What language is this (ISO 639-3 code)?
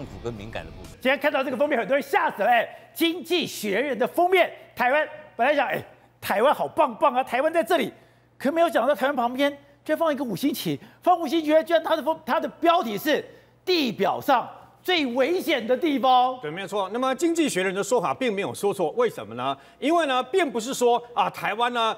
zho